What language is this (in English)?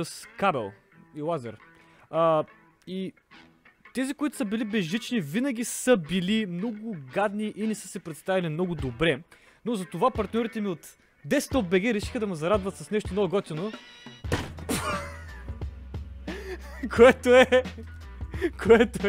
Bulgarian